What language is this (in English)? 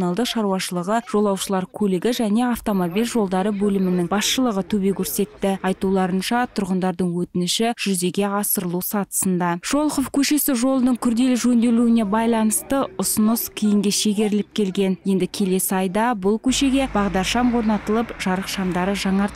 Kazakh